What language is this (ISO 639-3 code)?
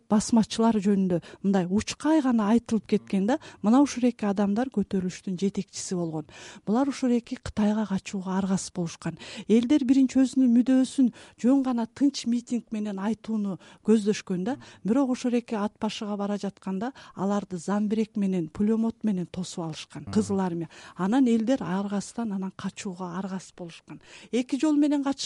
kir